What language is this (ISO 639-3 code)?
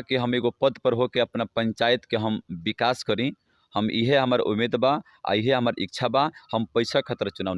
bho